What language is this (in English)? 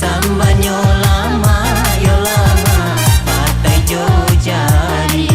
Minangkabau